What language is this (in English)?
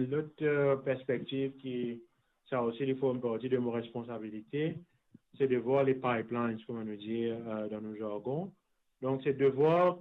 Morisyen